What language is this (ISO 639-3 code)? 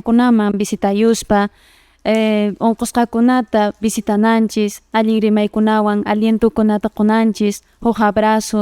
que